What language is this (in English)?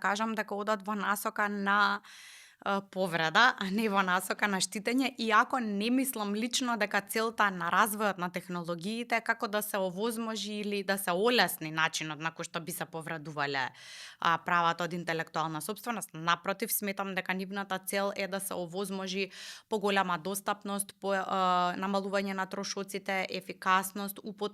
Macedonian